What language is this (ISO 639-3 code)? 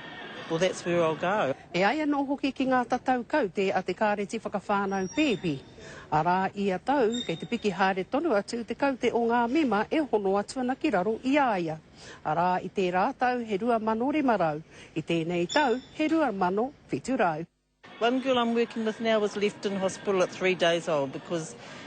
mri